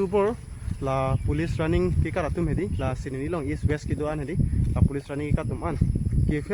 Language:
Karbi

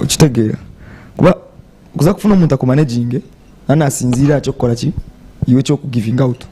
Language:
Nyankole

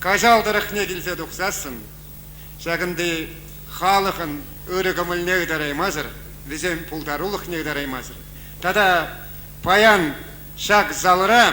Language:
Chuvash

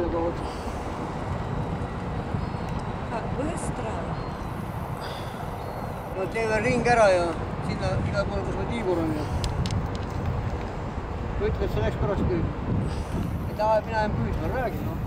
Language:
Estonian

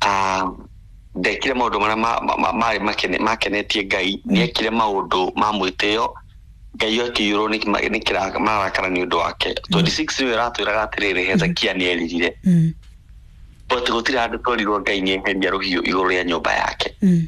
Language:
Kikuyu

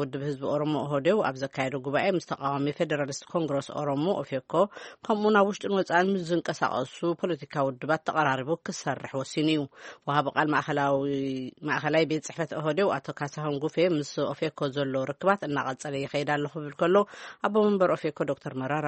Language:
Tigrinya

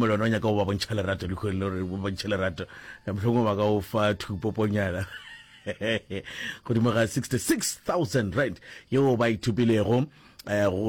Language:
Northern Sotho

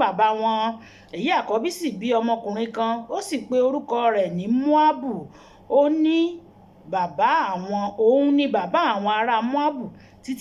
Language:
Yoruba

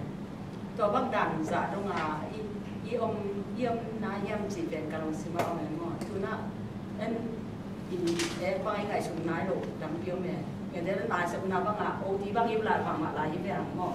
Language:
Tedim Chin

